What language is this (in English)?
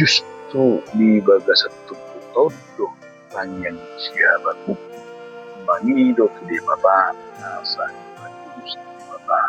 Batak Toba